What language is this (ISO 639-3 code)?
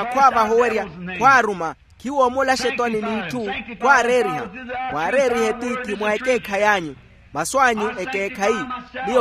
vmw